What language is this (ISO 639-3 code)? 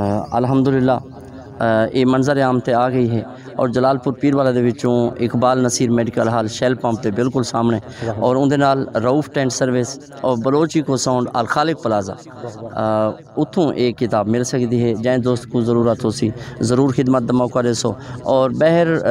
skr